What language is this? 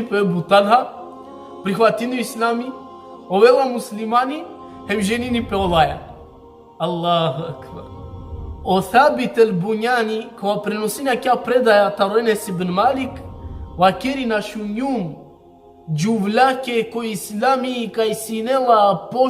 Balkan Romani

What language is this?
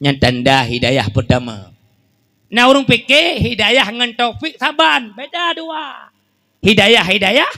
Achinese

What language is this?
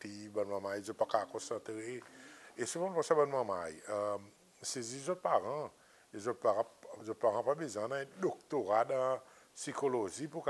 Seselwa Creole French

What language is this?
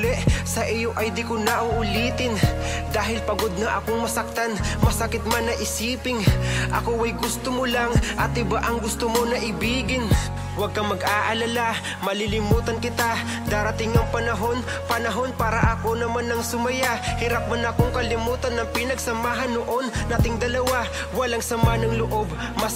Filipino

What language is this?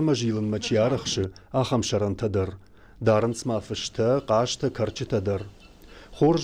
Ossetic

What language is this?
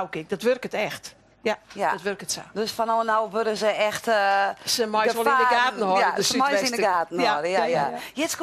Western Frisian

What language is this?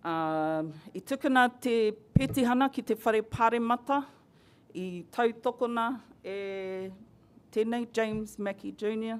Māori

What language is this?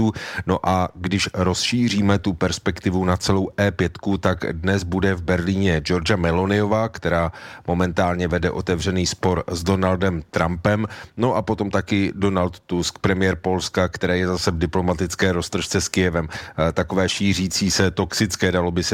Czech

